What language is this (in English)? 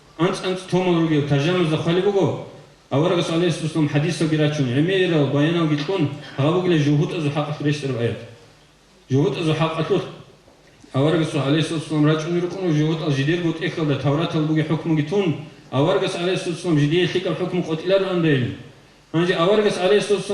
Avaric